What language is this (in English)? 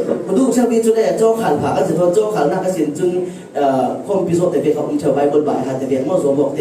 Falam Chin